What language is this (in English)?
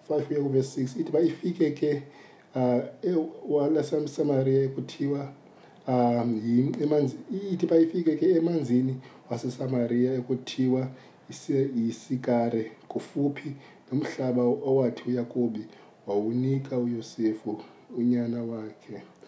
Xhosa